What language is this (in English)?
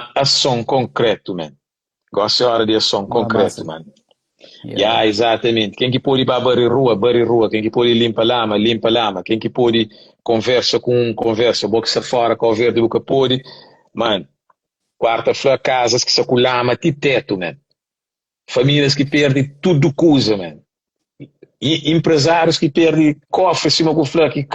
Kabuverdianu